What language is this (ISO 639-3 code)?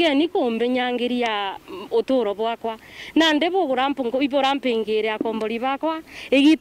mer